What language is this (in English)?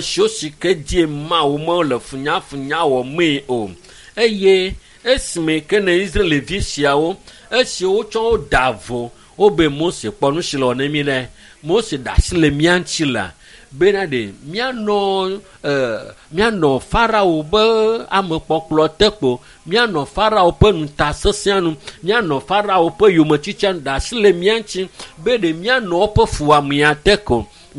Ewe